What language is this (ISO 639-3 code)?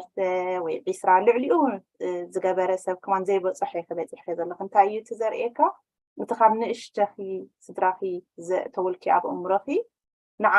tir